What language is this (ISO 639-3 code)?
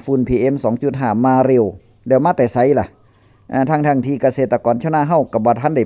tts